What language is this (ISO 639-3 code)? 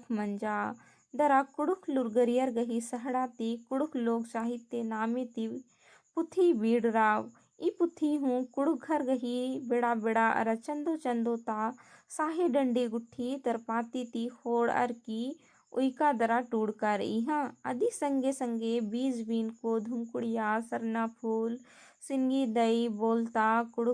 kru